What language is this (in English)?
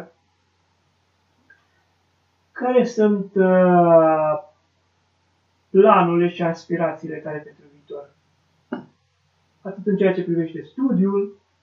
Romanian